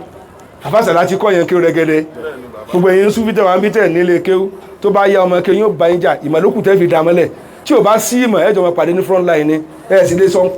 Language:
Yoruba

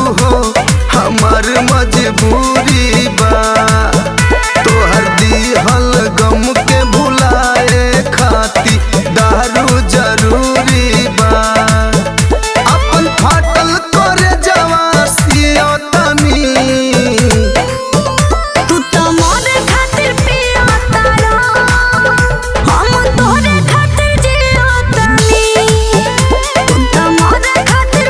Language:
Bhojpuri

